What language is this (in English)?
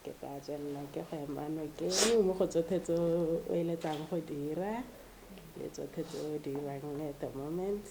Tswana